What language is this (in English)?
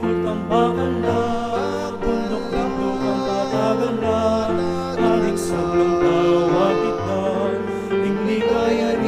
Pampanga